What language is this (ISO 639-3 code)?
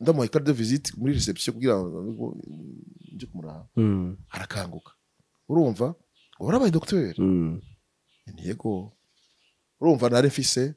run